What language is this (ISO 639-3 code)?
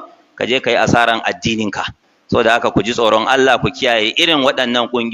hau